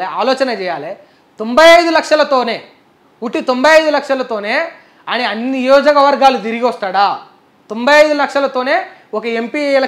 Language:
Telugu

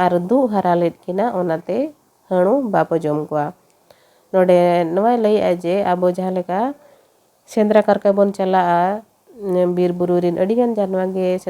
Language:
Santali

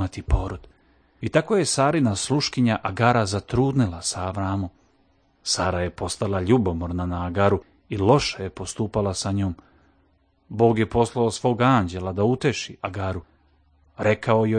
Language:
Serbian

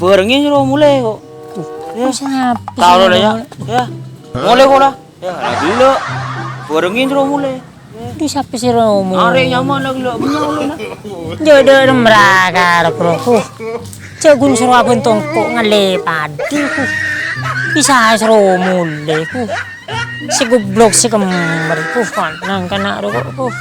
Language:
Madurese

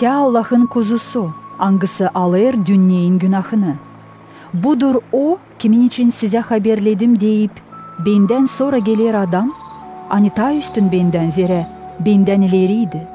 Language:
Gagauz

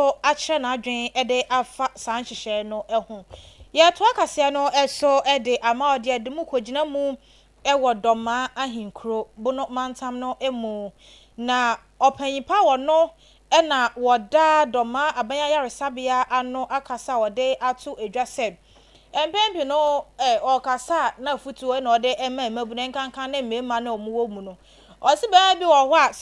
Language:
Akan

